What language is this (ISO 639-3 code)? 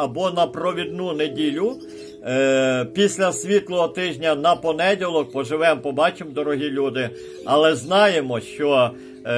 ukr